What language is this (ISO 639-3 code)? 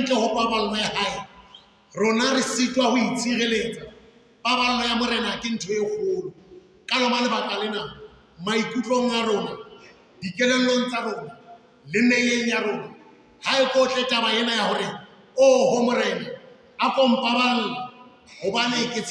sot